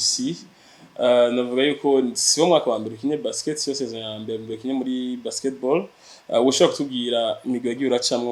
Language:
Rundi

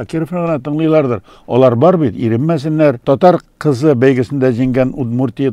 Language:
Tatar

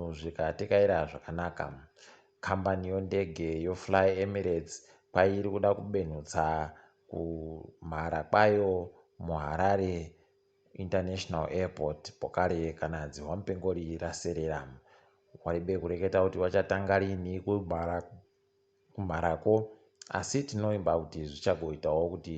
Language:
Ndau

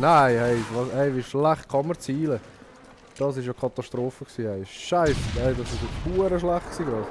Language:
Swiss German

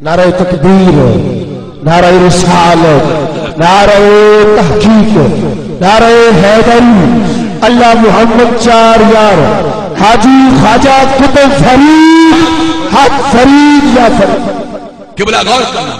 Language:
Saraiki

